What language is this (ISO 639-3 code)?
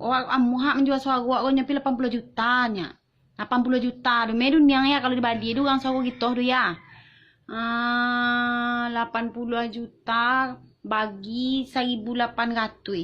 min